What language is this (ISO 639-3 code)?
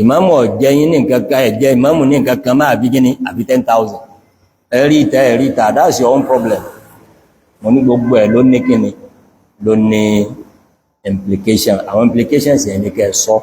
yor